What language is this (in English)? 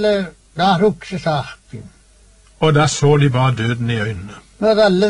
Norwegian